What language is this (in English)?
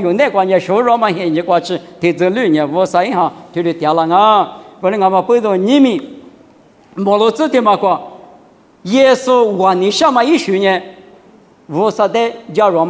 Lisu